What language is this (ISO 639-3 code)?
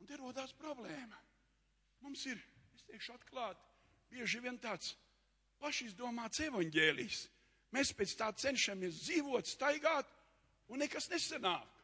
lav